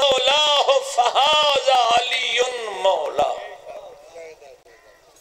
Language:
Urdu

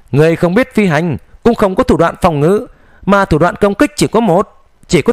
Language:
Vietnamese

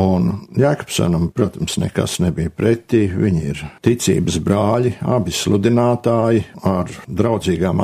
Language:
Latvian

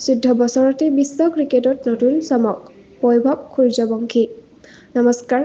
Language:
Assamese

